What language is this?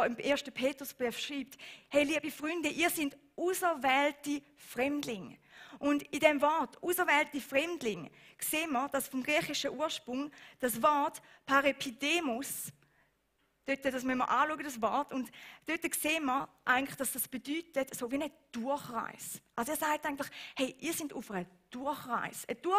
Swiss German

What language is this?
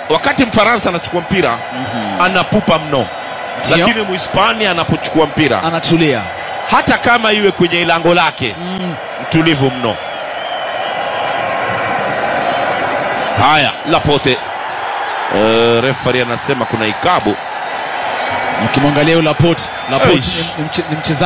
Swahili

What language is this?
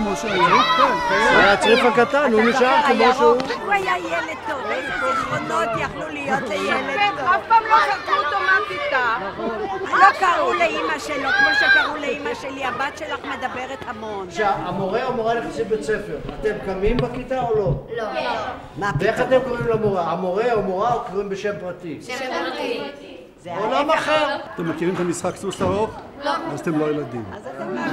Hebrew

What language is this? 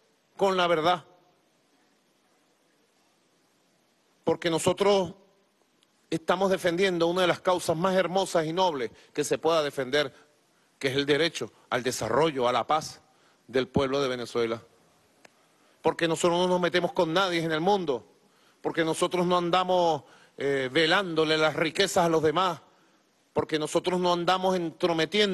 Spanish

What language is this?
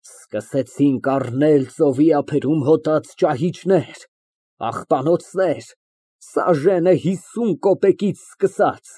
Armenian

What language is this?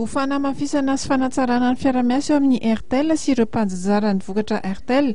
Malagasy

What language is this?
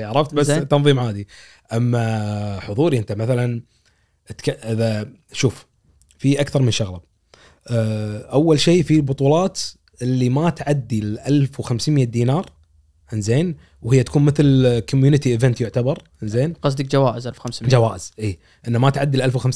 Gulf Arabic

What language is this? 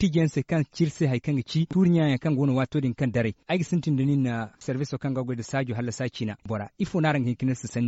Zarma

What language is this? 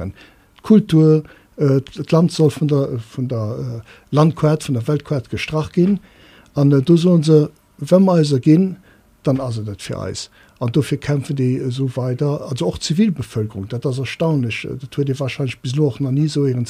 Luxembourgish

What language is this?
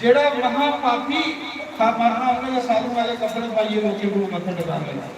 Dogri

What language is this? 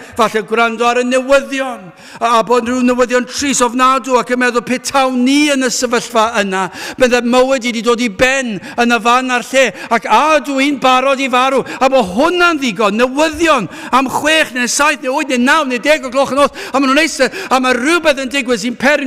Welsh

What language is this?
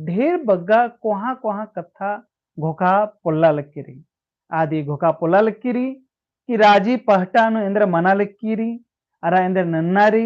Kurukh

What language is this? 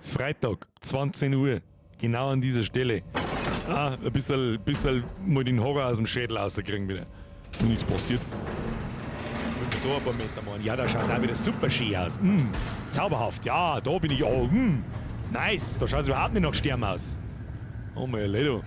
Bavarian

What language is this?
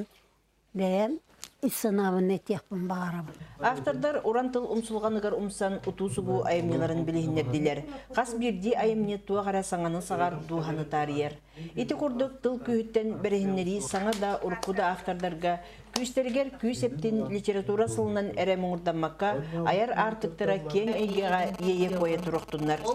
Yakut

